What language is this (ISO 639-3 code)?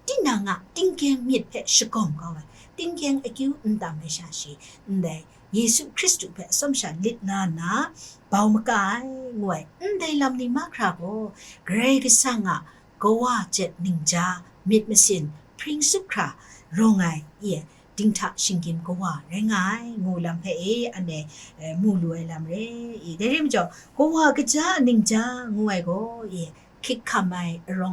kac